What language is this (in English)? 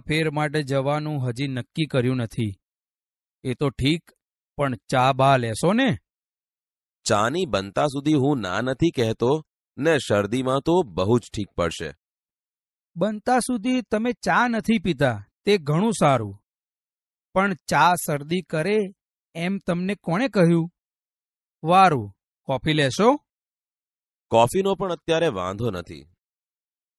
Gujarati